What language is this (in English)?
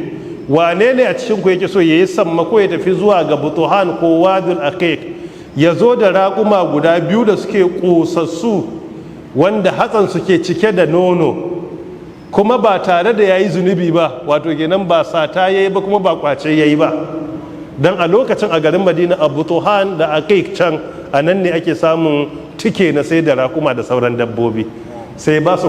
Hausa